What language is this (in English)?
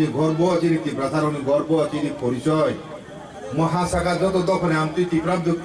Kok Borok